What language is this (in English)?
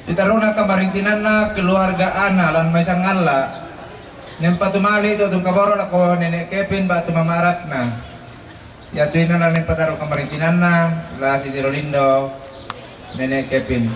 Toraja-Sa'dan